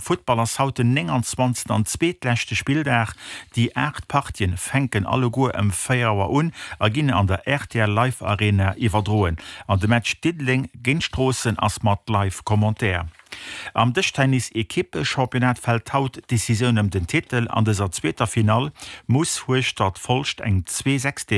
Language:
Luxembourgish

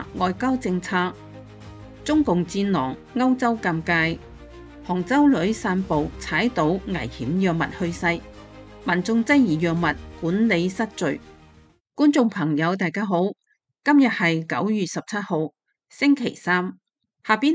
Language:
Cantonese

